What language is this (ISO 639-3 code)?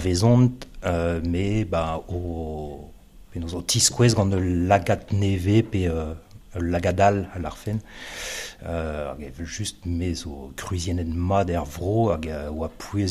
bre